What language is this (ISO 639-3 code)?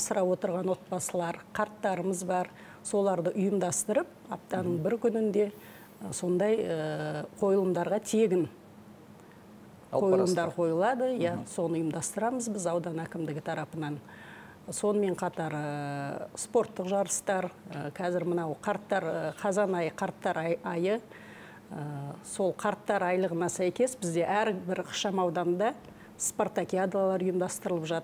kaz